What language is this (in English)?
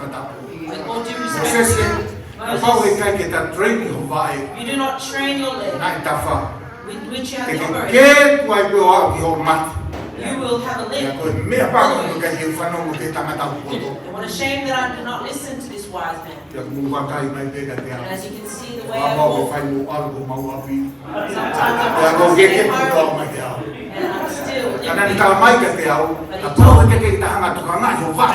Tongan